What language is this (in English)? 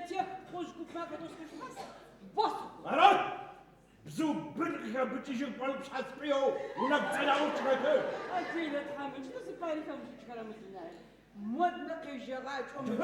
Adyghe